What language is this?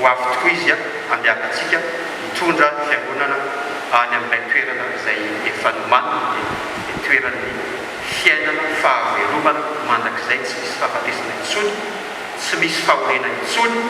Malagasy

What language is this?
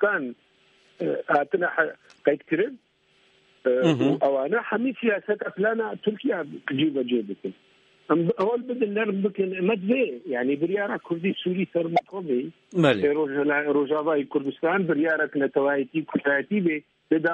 Kurdish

